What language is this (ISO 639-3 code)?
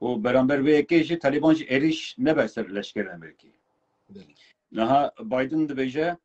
kur